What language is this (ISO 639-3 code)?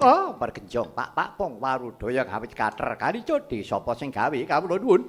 jav